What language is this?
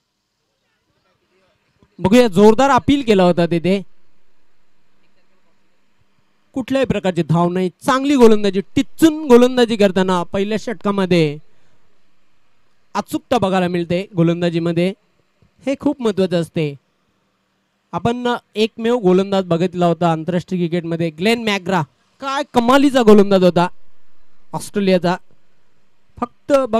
Marathi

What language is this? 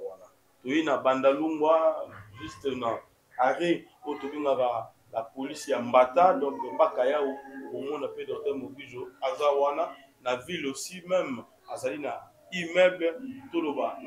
Lingala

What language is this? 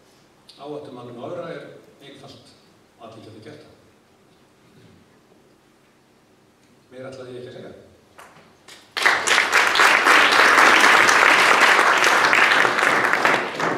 Icelandic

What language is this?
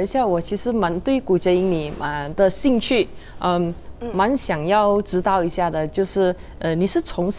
Chinese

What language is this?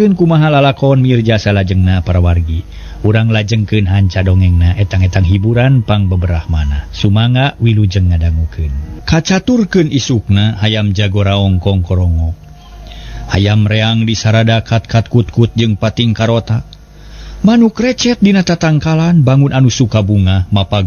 Sundanese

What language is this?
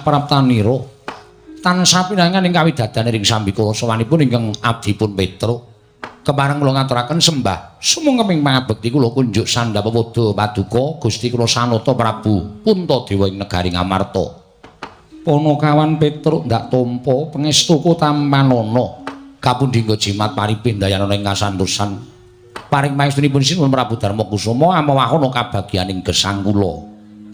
Javanese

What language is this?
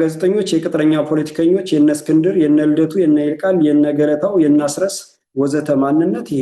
Amharic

